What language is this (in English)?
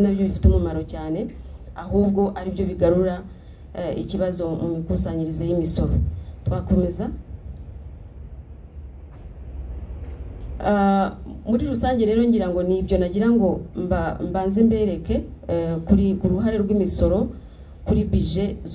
Kinyarwanda